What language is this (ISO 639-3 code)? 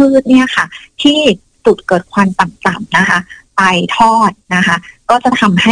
tha